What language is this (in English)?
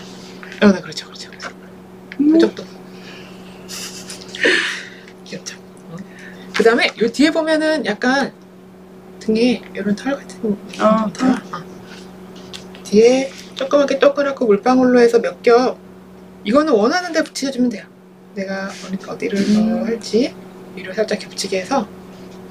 Korean